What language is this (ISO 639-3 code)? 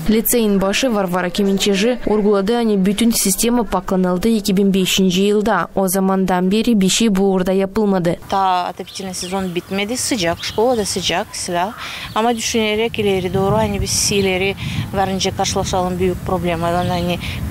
gag